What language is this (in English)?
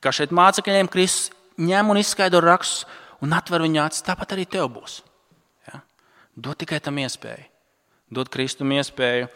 Latvian